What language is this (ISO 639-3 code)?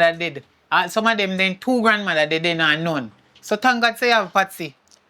jam